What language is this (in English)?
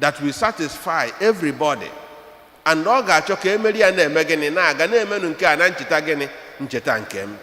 Igbo